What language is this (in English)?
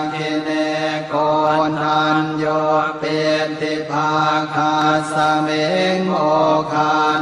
Pali